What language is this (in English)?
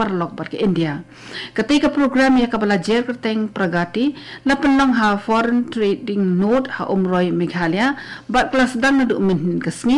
Khasi